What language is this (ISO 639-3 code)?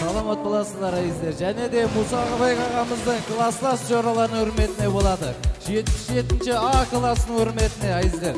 kaa